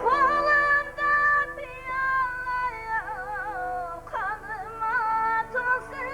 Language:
Kara-Kalpak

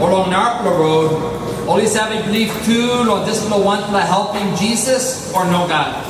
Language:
Tok Pisin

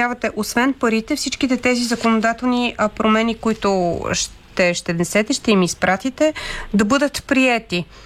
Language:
Bulgarian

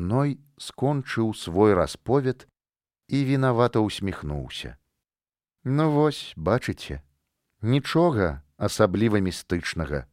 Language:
Belarusian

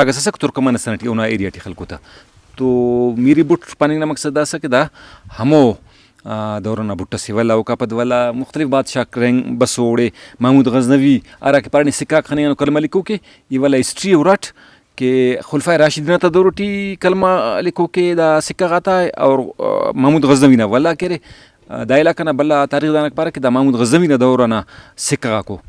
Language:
Brahui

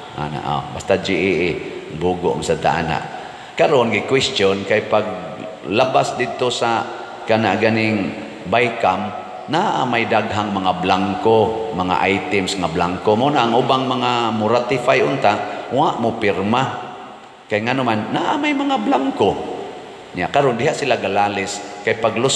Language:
Cebuano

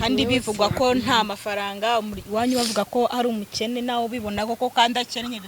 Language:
Kinyarwanda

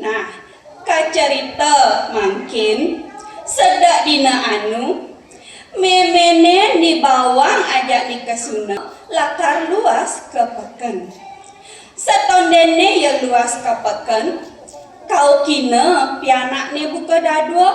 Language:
Balinese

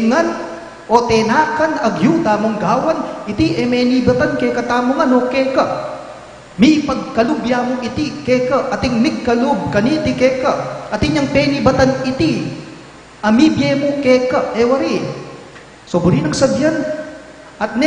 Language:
Pampanga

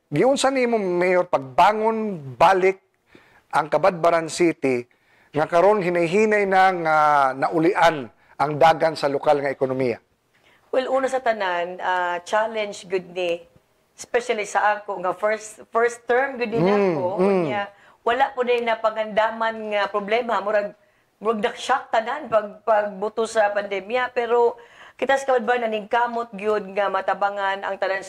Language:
Cebuano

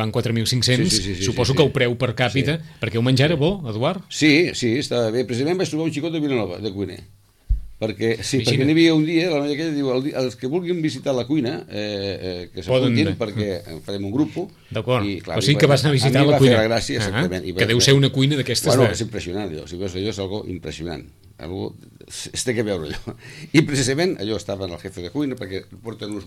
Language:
Catalan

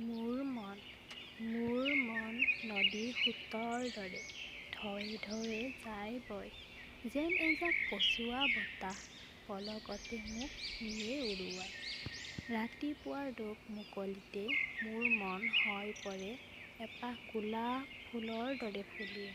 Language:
Assamese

